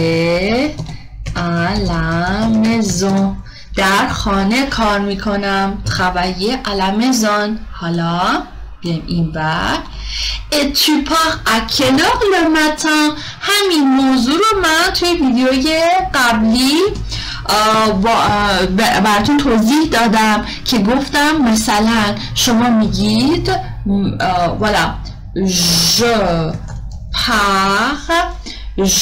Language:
Persian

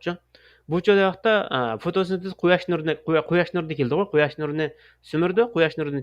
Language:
Uyghur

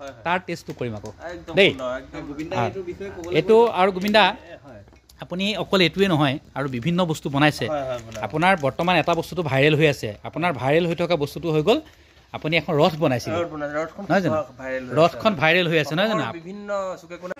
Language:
Assamese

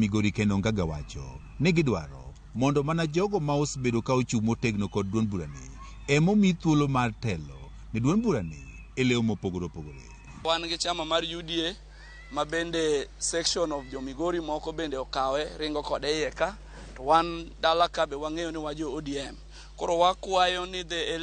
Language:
Luo (Kenya and Tanzania)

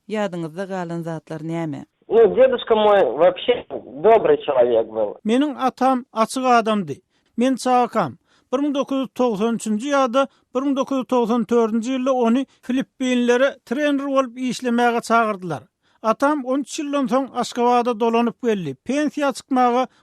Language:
Turkmen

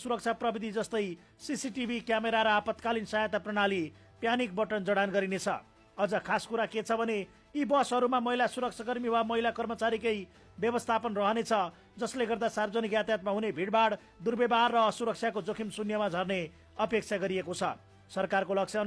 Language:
Nepali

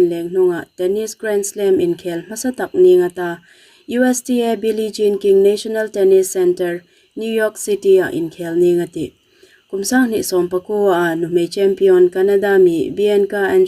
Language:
Hmar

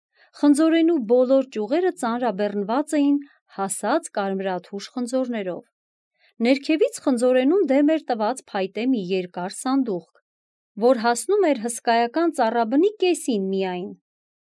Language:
Armenian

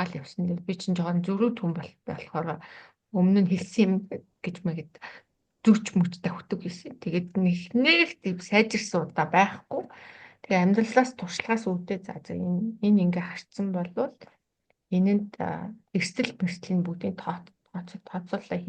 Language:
Mongolian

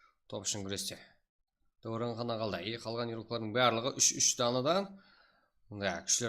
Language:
Kara-Kalpak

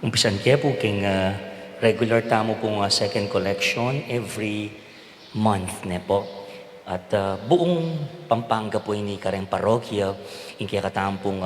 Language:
Pampanga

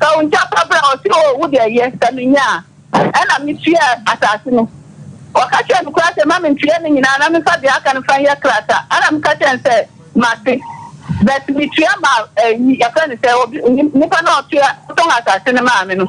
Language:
Akan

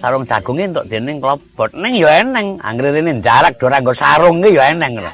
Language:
Javanese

